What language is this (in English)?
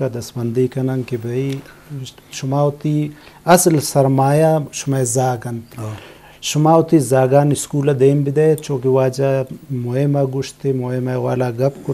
Eastern Balochi